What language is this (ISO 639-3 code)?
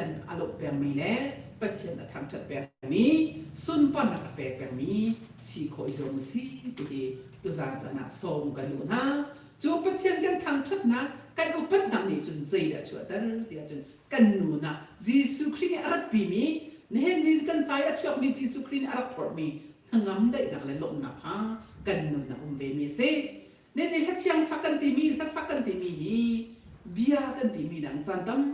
cnh